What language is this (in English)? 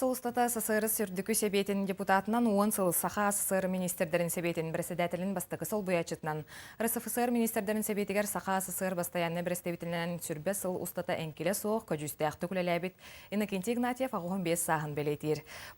Yakut